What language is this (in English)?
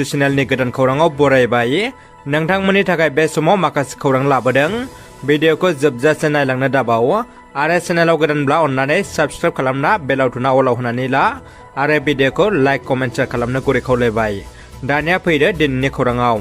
Bodo